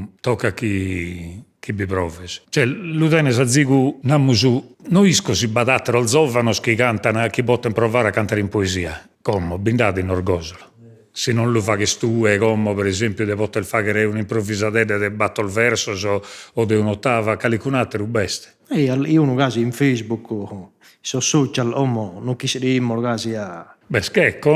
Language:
Sardinian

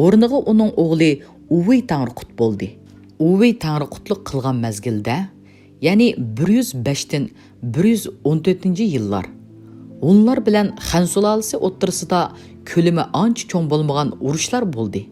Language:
Uyghur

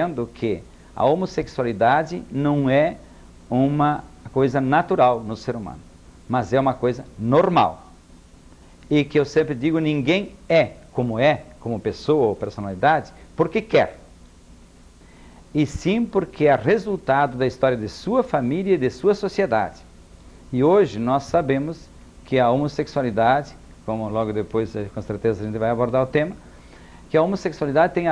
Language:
Portuguese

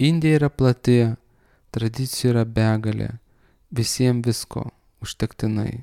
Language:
Lithuanian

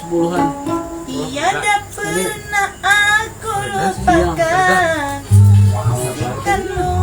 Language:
Banjar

